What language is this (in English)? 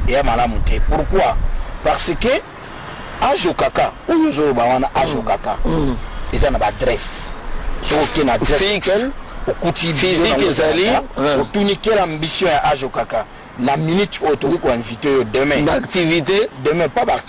Lingala